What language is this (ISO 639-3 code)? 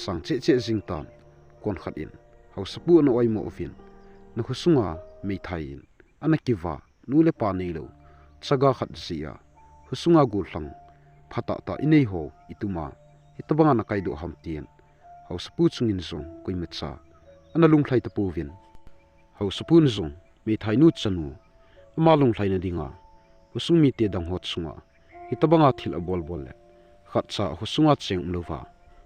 tcz